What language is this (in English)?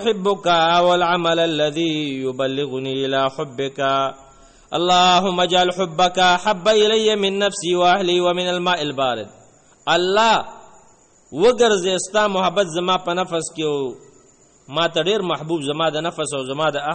Pashto